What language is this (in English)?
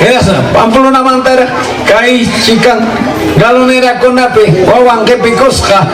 Ayacucho Quechua